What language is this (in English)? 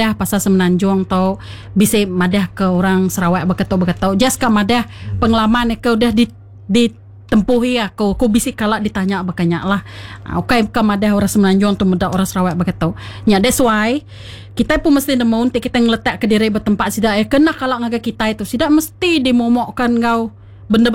Iban